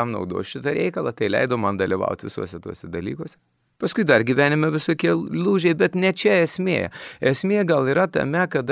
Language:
Lithuanian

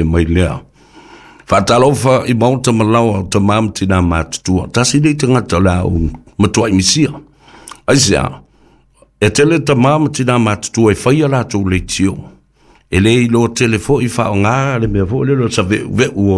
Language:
Samoan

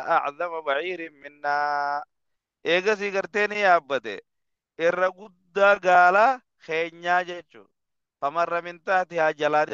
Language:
Oromo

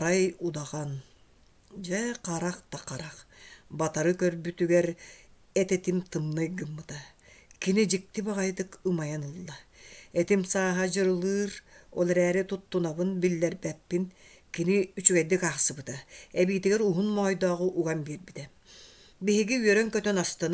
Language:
Yakut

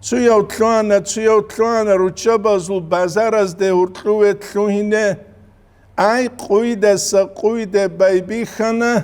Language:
Avaric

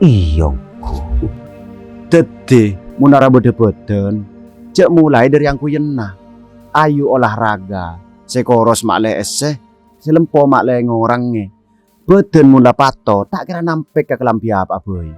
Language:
Madurese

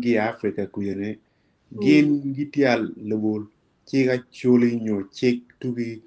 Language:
Acoli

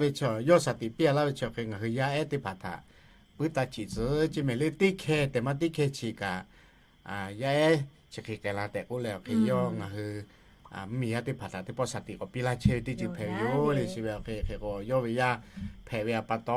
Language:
Lahu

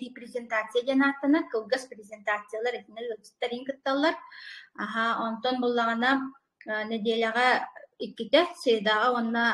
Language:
Yakut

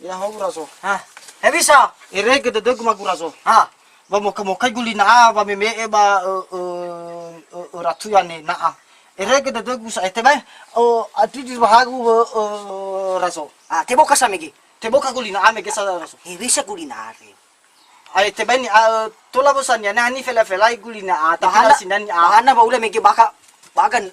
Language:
Nias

